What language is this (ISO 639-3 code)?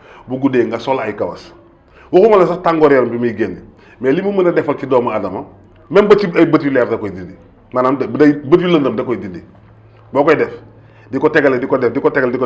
wol